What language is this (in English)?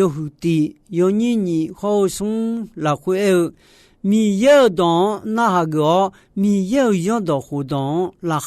Akha